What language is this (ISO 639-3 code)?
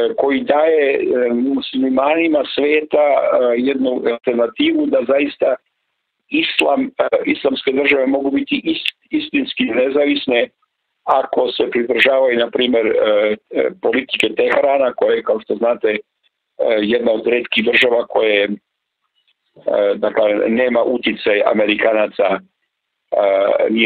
srp